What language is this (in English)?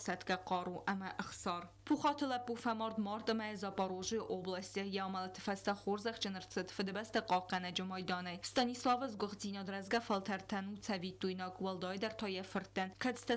Ossetic